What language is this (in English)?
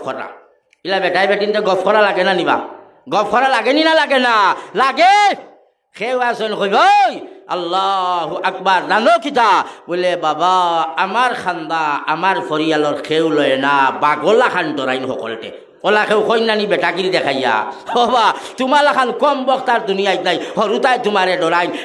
Sylheti